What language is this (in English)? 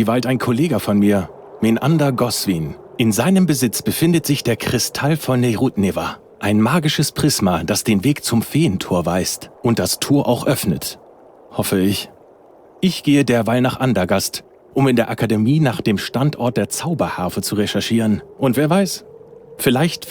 Bavarian